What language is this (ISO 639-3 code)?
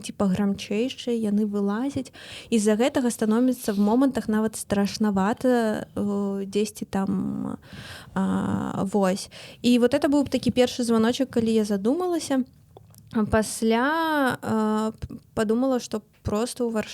bel